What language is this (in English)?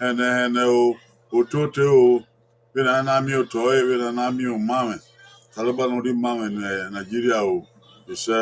Bini